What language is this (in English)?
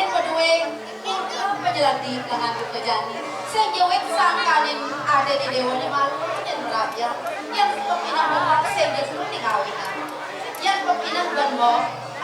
Balinese